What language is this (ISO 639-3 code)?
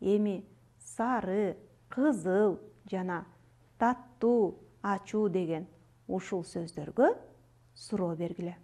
kir